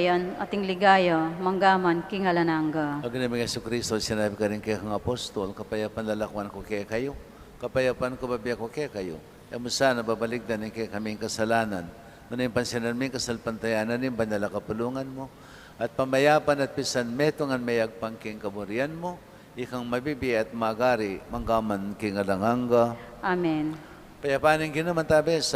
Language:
Pampanga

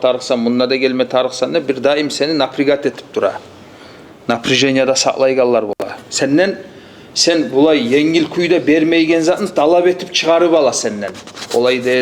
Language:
Kumyk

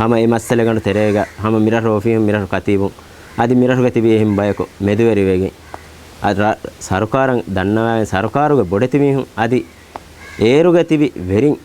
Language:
Divehi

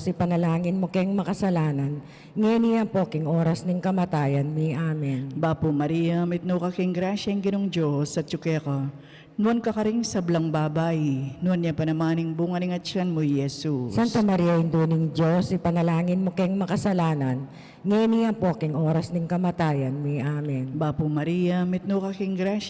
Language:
Pampanga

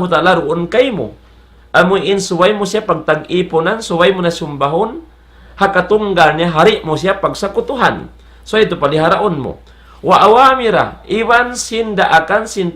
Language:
Tausug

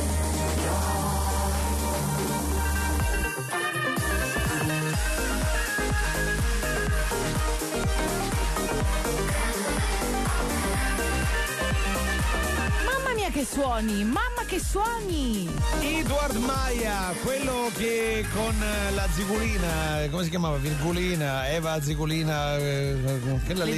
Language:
Italian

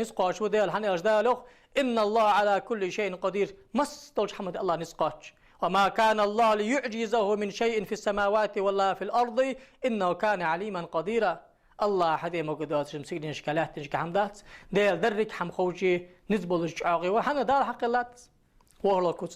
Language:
Ingush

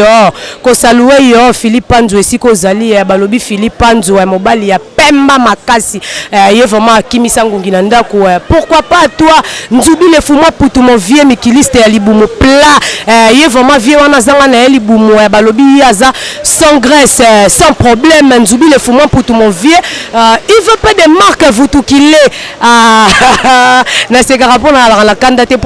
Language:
Lingala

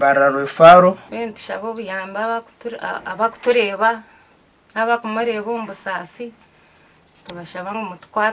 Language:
Nyankole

